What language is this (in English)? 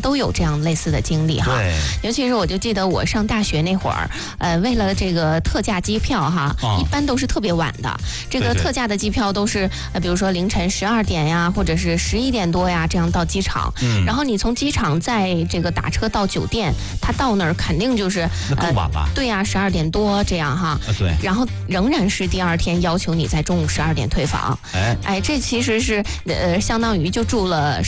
Chinese